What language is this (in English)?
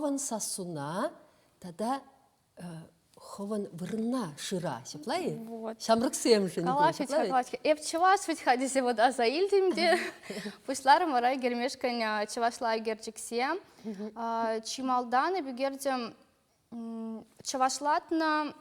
Chuvash